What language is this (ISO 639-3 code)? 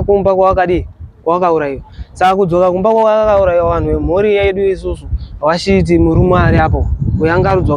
sna